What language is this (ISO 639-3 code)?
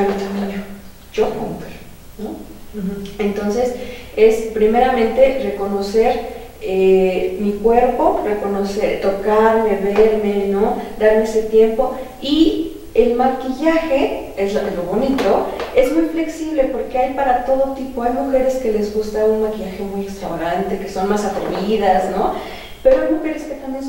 spa